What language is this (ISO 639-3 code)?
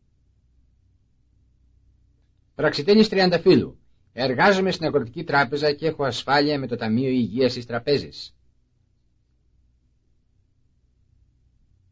ell